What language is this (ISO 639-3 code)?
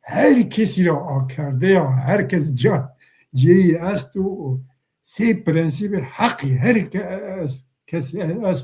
zza